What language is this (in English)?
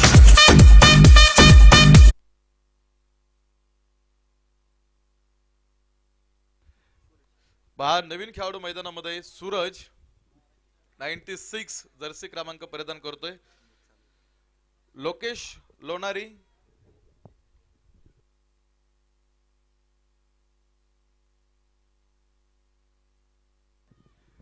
Marathi